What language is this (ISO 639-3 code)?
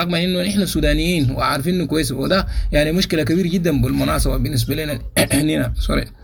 apd